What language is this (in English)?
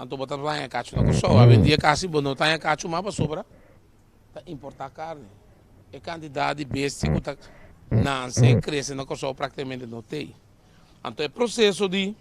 Papiamento